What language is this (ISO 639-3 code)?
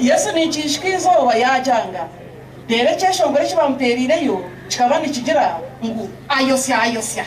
nyn